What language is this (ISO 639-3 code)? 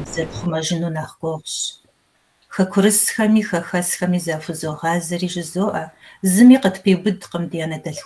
kbd